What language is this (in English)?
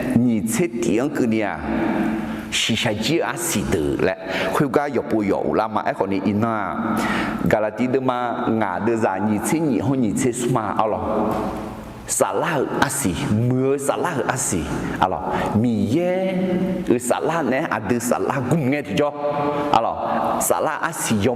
Akha